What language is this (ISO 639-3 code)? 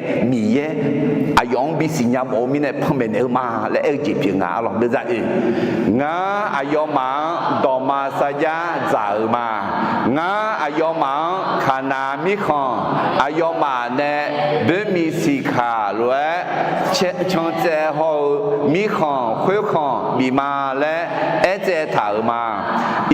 ahk